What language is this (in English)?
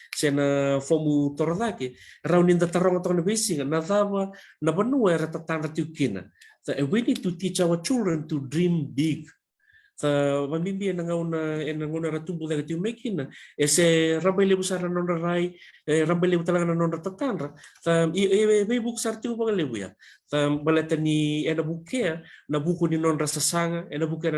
Fijian